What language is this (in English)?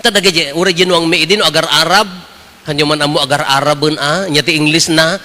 Iloko